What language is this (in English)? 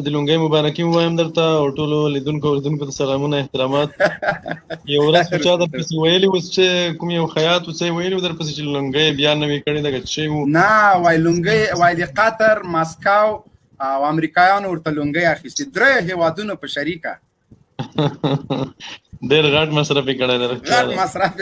Pashto